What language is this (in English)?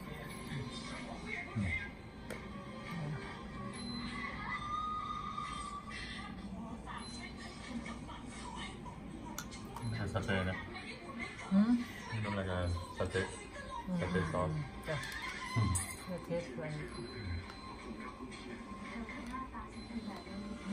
Thai